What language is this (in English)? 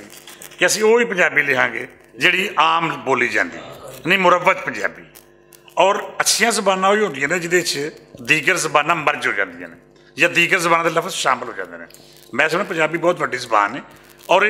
Western Panjabi